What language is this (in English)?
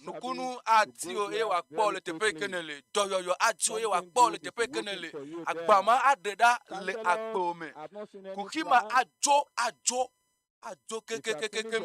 Ewe